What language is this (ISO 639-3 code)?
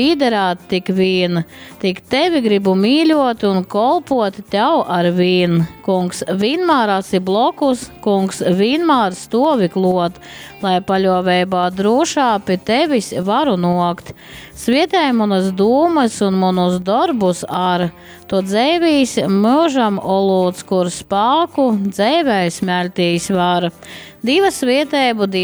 ltg